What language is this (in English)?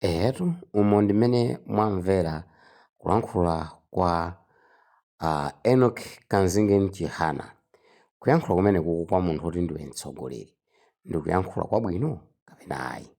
Nyanja